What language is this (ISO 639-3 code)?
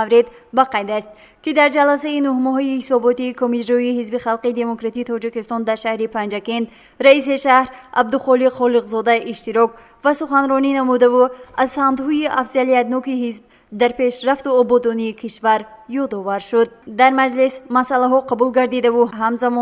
tgk